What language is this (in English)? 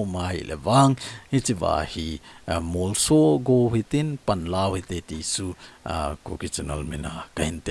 Thado Chin